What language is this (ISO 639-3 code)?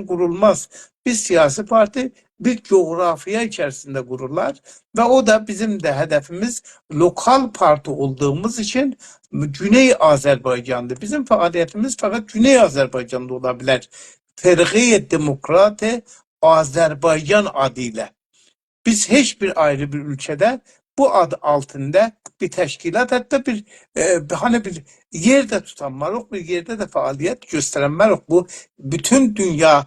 azb